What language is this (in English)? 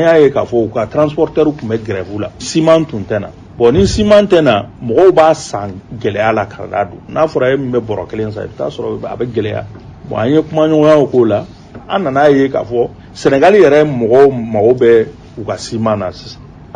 Bambara